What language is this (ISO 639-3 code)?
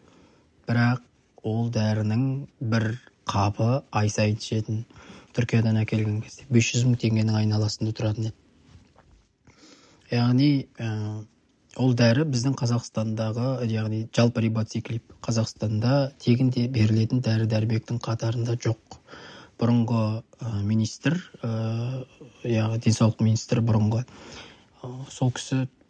kaz